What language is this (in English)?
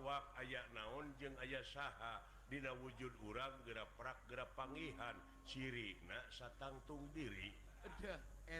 Sundanese